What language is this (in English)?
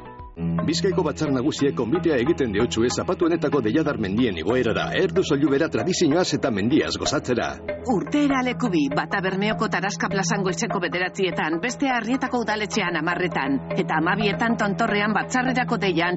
Basque